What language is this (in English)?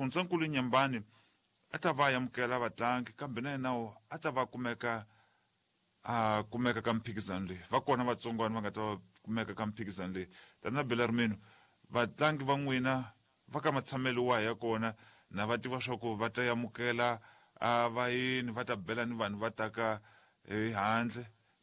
Tsonga